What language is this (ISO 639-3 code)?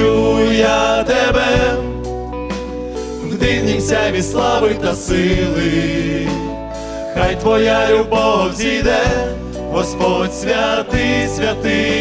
ukr